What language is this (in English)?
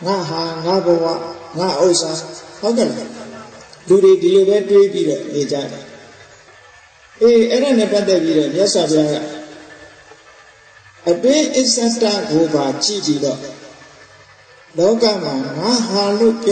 Burmese